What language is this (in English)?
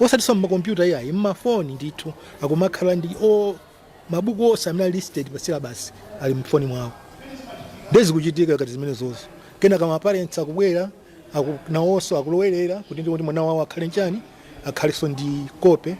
Nyanja